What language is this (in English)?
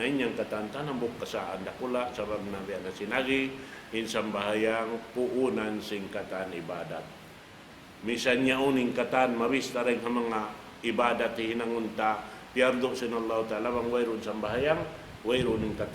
Tausug